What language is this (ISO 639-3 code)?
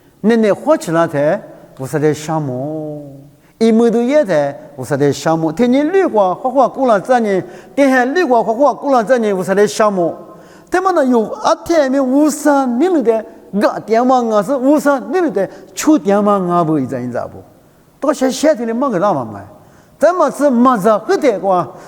lis